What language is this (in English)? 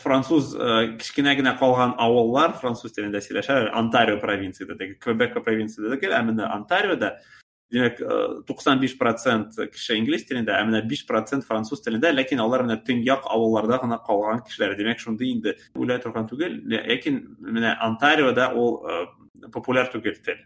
Tatar